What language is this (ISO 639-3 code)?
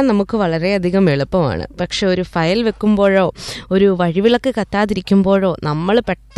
mal